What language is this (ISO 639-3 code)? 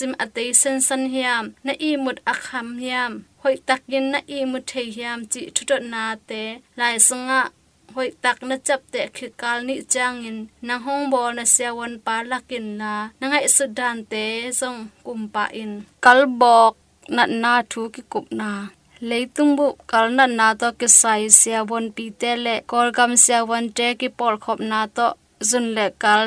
ctd